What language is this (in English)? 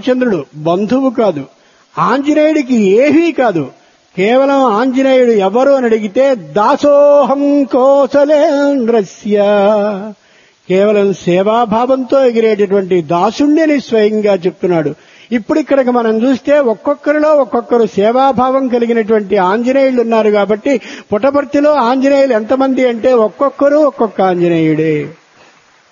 Telugu